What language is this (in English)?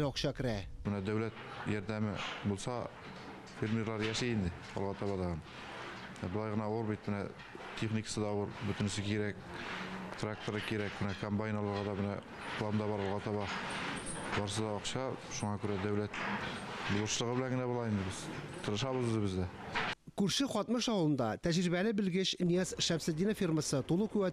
Tatar